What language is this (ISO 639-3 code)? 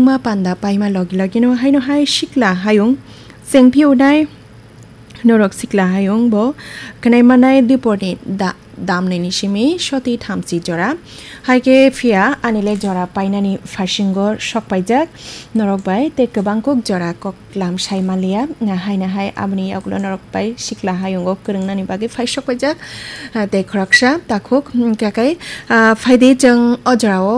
trp